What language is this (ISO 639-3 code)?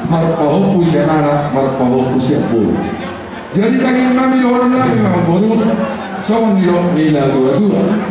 bbc